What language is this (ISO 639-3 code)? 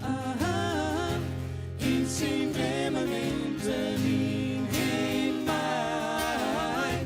fry